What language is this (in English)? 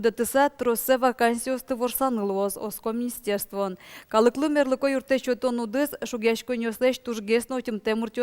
Udmurt